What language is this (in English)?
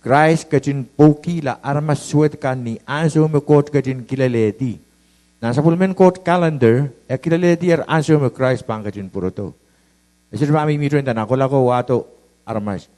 Pohnpeian